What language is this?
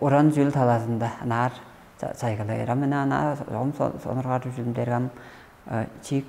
Tuvinian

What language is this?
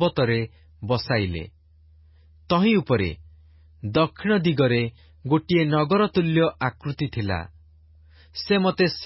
Odia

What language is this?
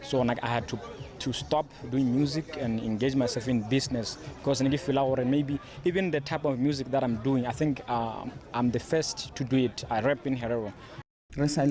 Tswana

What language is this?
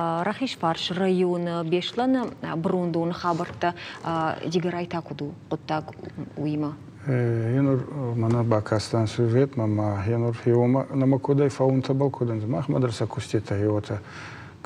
Ossetic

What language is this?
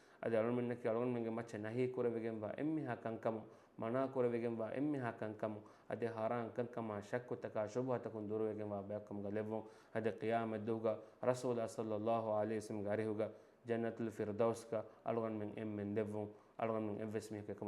Divehi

